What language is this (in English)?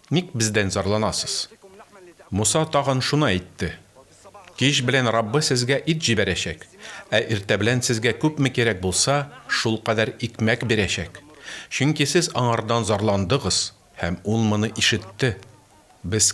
Tatar